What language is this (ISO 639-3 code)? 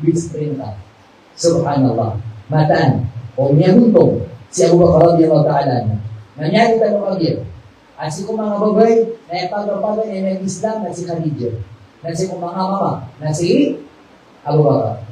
mrw